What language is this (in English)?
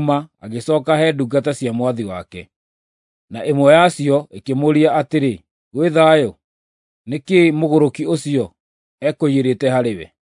Kikuyu